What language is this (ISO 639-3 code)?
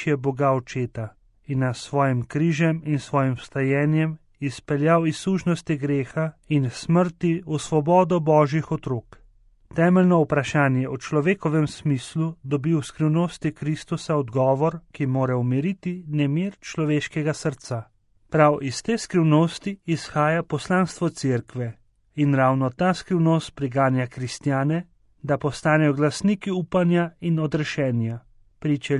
slv